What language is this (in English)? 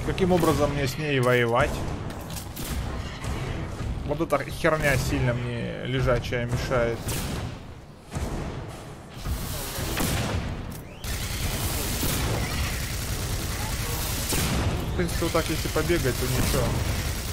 Russian